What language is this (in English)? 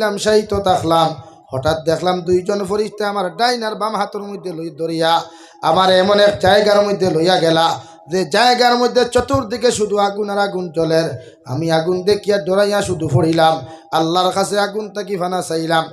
Sylheti